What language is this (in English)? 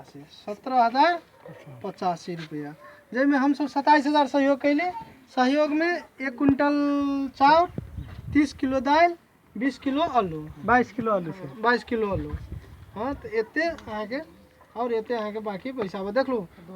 Maithili